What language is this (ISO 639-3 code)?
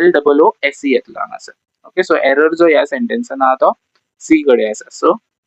kok